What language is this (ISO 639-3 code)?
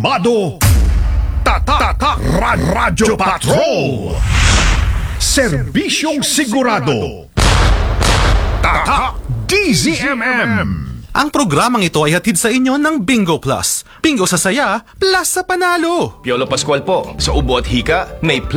fil